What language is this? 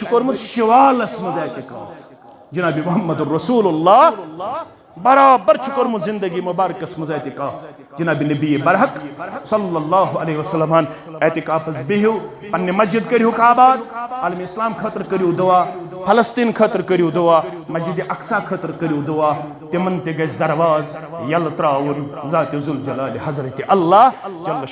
Kashmiri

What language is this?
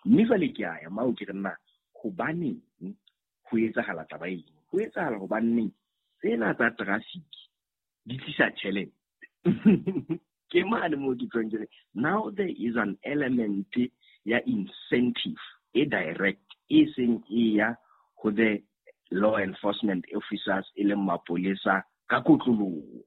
Southern Sotho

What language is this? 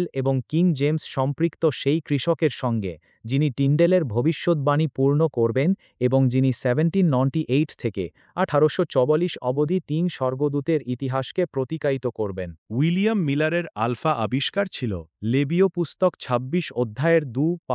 Bangla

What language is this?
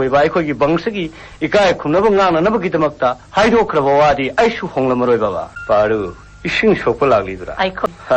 Manipuri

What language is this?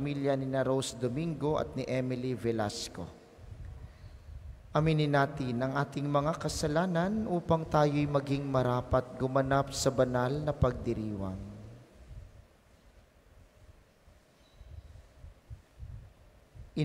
Filipino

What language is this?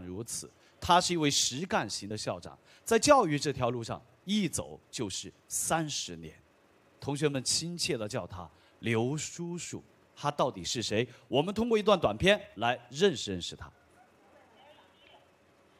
Chinese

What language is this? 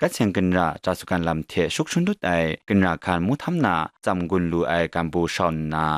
Kachin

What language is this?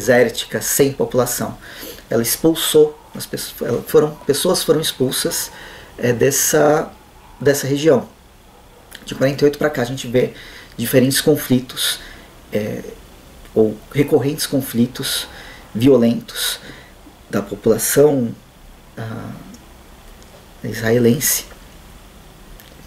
Portuguese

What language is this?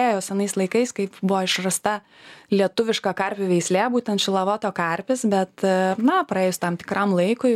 Lithuanian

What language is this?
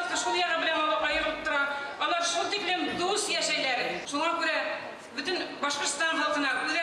Bashkir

